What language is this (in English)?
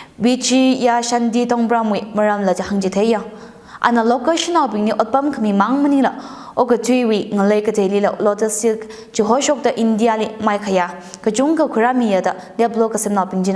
Tangkhul Naga (India)